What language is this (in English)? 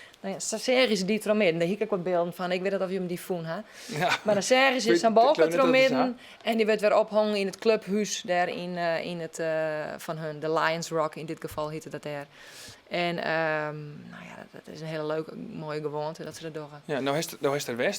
Western Frisian